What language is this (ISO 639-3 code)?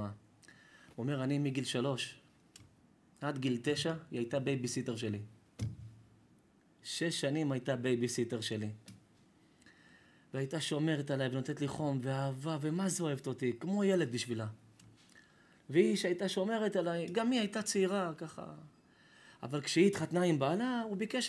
heb